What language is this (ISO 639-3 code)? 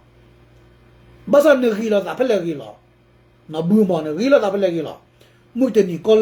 ksw